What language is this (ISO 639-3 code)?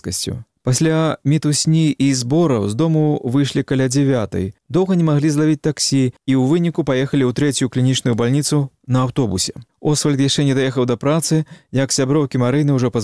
bel